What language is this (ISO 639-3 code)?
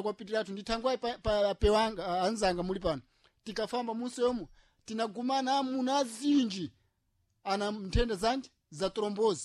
seh